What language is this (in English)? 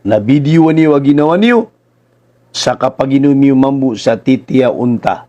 Maranao